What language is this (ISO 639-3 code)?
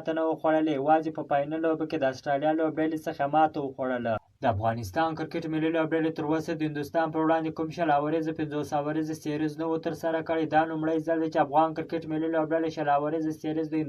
pus